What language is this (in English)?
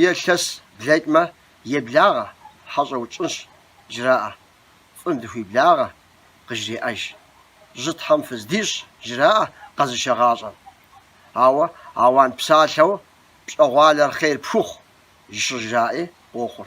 Kabardian